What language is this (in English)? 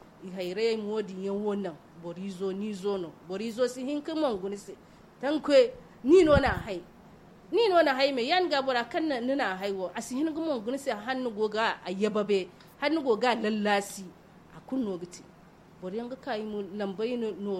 Zarma